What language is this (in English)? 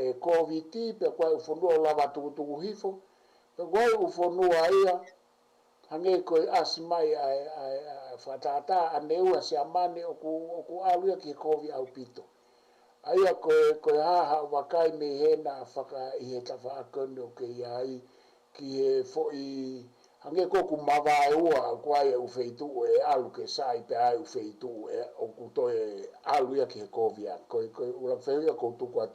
Tongan